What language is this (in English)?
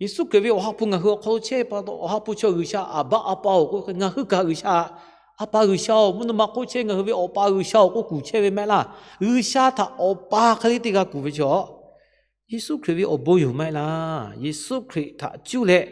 Lahu